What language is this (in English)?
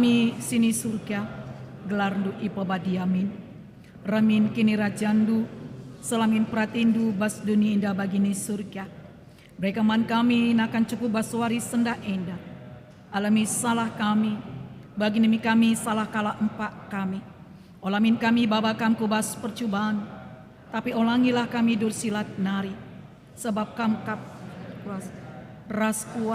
Batak Karo